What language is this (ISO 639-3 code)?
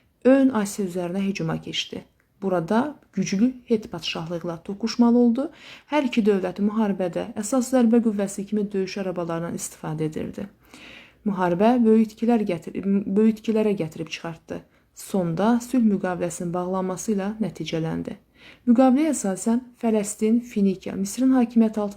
aze